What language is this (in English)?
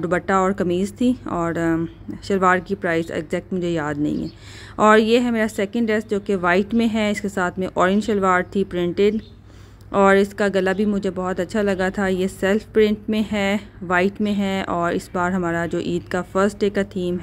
Hindi